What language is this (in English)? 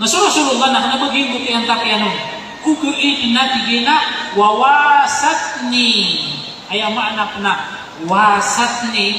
Maranao